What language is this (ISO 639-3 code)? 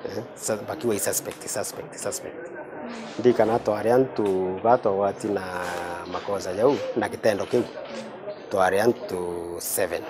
mer